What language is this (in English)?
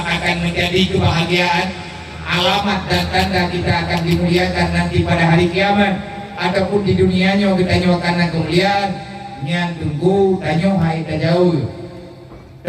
Achinese